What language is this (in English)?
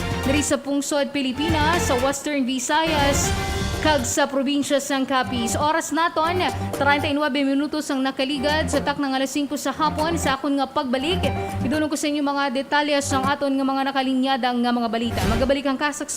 Hiligaynon